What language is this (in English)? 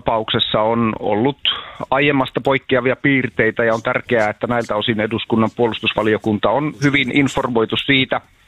Finnish